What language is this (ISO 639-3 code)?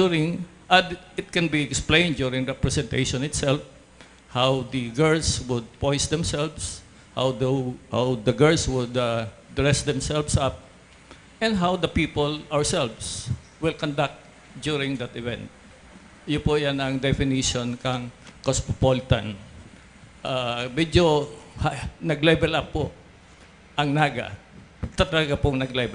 bik